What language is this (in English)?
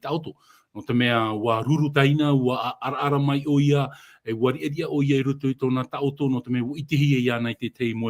Tahitian